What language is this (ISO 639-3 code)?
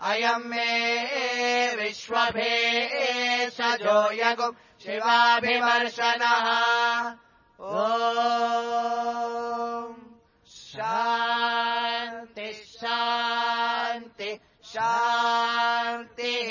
san